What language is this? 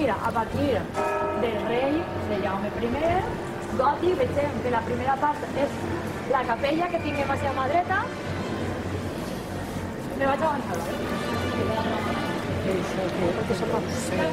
Catalan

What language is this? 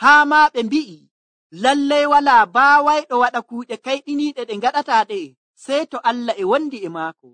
Nigerian Fulfulde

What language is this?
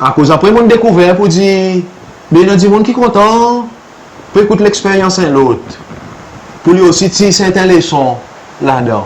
Seselwa Creole French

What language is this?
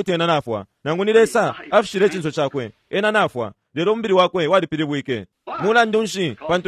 Bemba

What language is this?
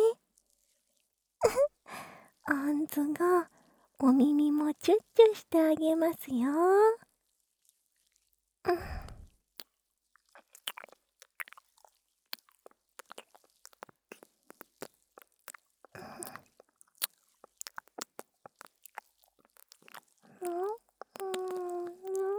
Japanese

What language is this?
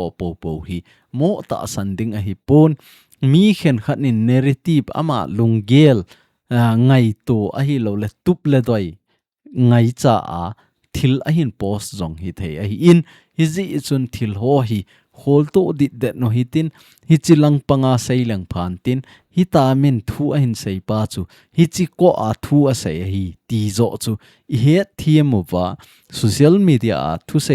Thado Chin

